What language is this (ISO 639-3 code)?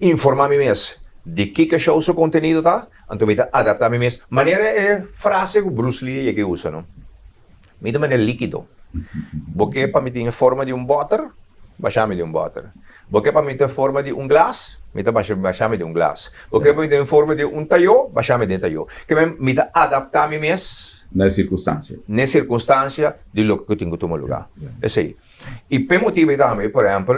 pap